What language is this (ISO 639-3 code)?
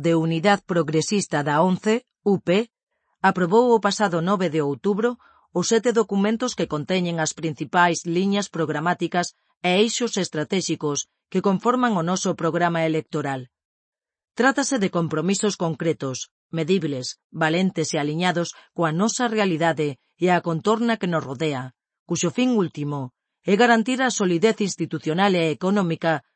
glg